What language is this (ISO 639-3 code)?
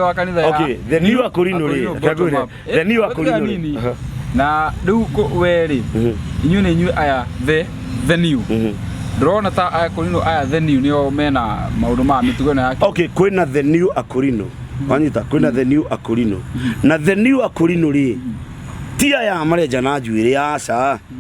kik